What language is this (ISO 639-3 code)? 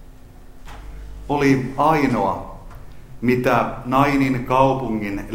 fin